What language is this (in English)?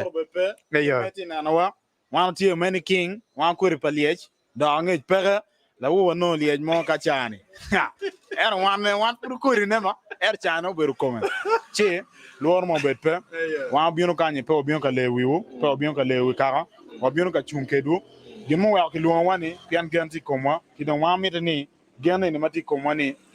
Acoli